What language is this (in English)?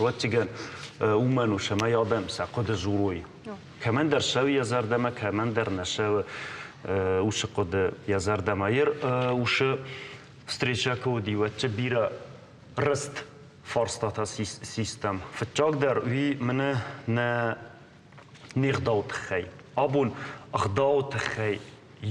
Ossetic